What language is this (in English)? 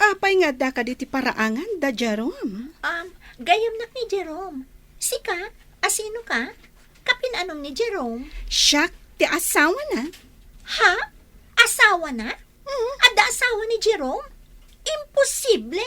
Iloko